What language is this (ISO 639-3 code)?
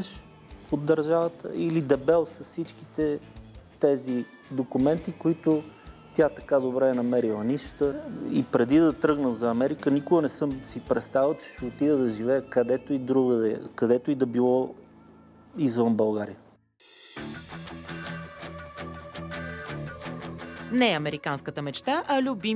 bul